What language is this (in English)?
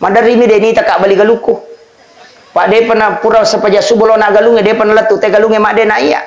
Buginese